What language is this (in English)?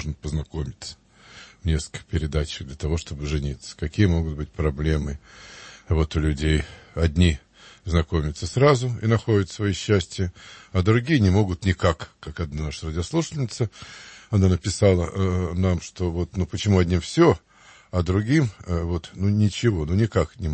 Russian